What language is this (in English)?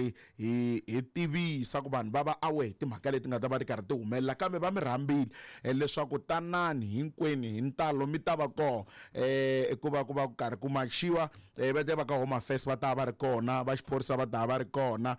Tsonga